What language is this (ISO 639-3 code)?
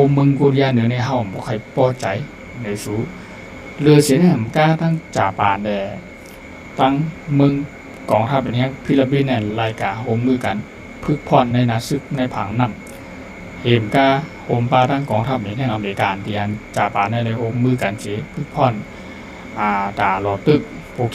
shn